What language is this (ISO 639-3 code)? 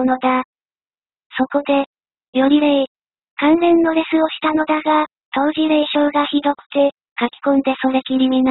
jpn